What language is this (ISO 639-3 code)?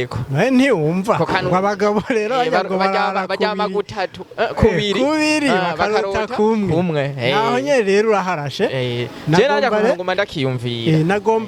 run